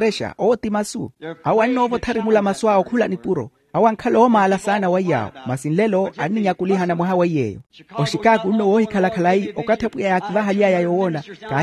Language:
Makhuwa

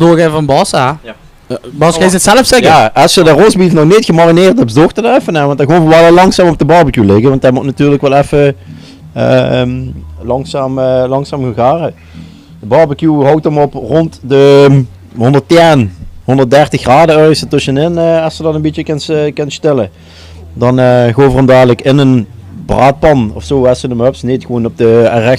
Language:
Limburgish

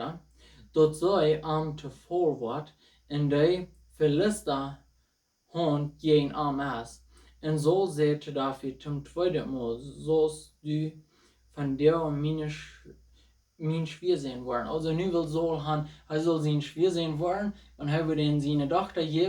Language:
Plautdietsch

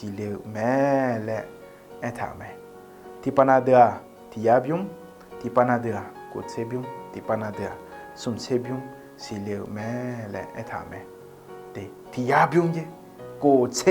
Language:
Akha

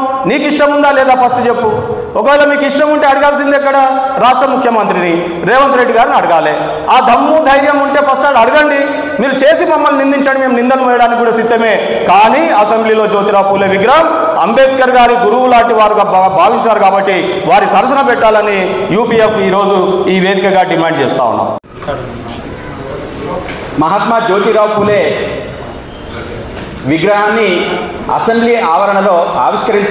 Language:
Telugu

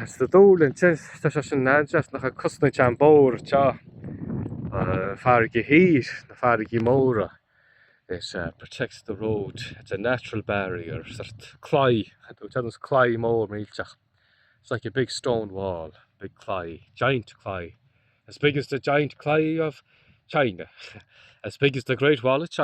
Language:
Irish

